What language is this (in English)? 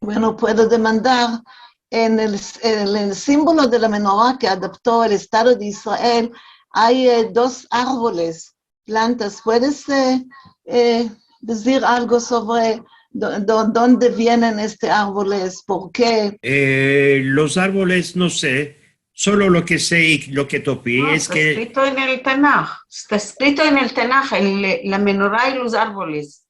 Ladino